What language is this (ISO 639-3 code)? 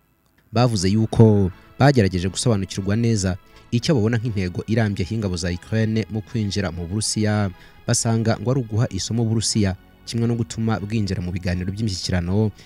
kin